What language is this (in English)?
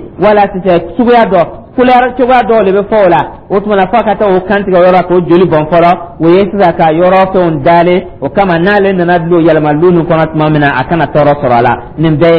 Dyula